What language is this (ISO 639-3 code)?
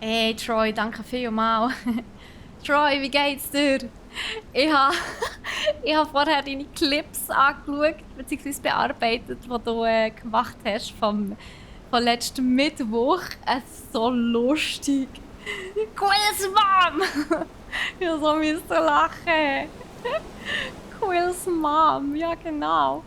gsw